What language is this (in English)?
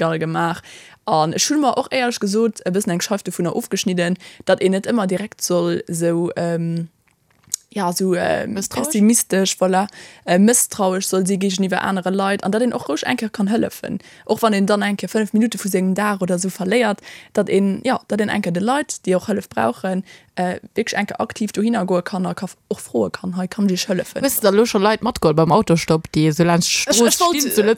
Luxembourgish